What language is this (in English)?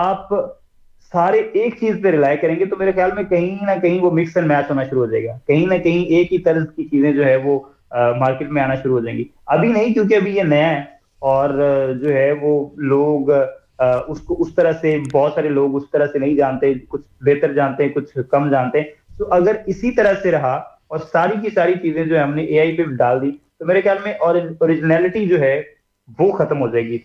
Hindi